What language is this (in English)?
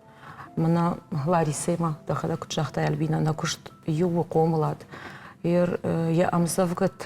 Ossetic